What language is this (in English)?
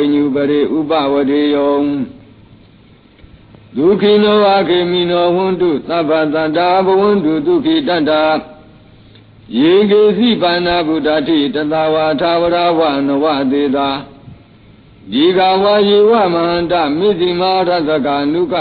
Burmese